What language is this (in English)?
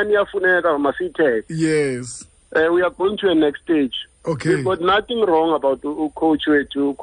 Xhosa